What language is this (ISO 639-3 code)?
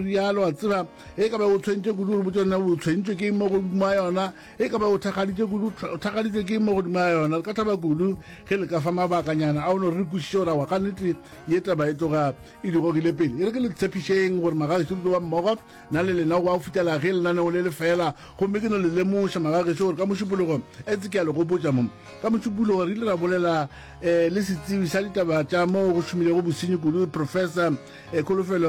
nso